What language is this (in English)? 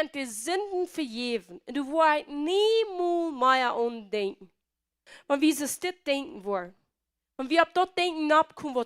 Plautdietsch